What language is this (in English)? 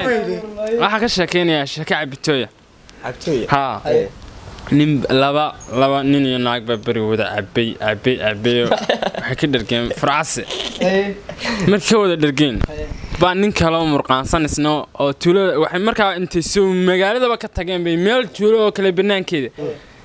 Somali